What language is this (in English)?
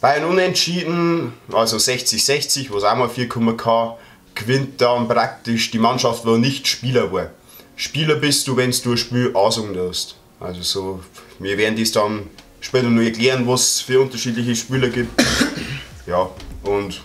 Bavarian